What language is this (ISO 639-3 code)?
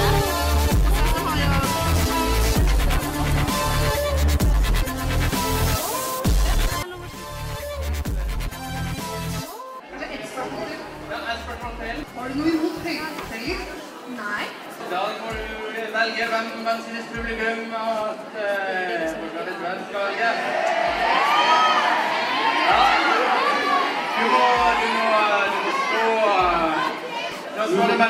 nor